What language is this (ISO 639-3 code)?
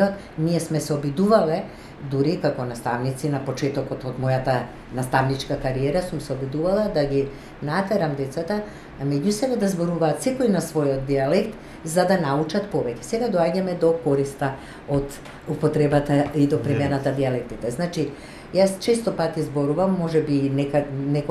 mkd